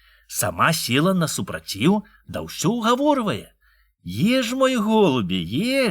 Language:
Belarusian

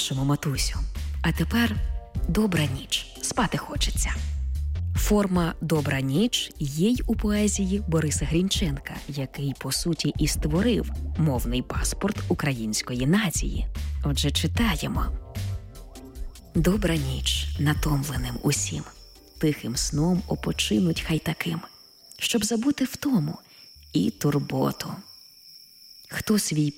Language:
Ukrainian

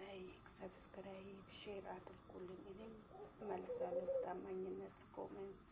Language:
Amharic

